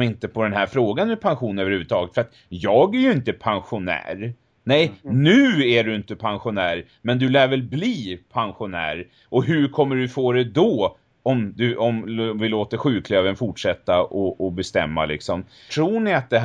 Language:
Swedish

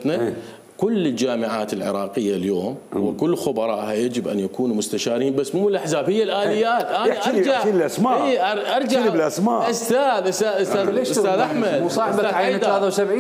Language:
Mesopotamian Arabic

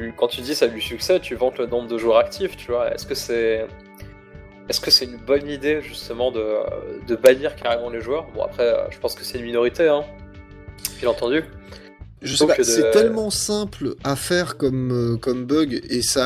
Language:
French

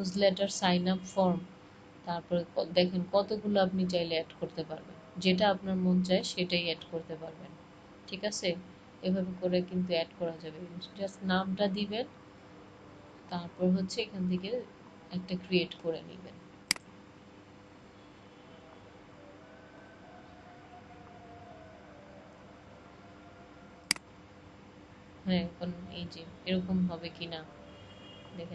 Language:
Bangla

